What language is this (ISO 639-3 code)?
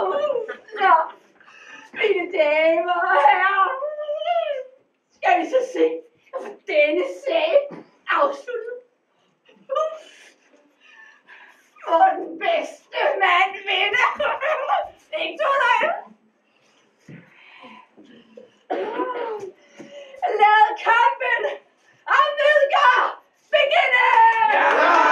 dan